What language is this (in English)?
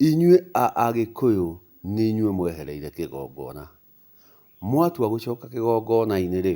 Kikuyu